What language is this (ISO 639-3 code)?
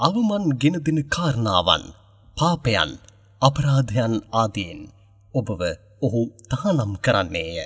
sin